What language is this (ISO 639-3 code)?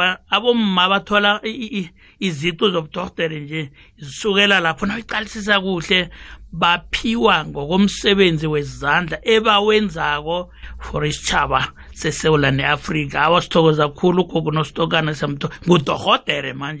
nbl